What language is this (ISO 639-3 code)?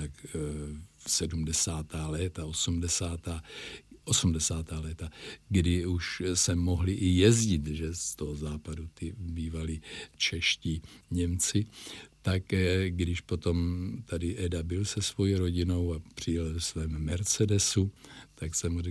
ces